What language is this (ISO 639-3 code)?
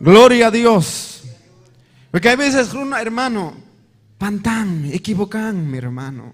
quy